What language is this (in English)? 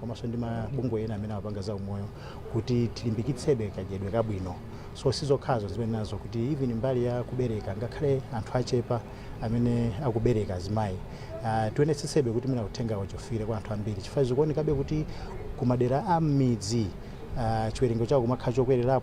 Nyanja